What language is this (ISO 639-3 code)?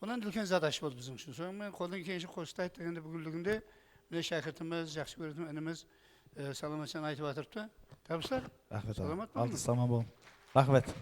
kaa